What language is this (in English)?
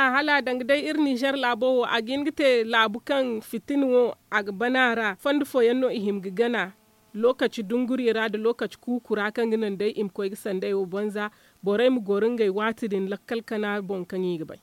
Zarma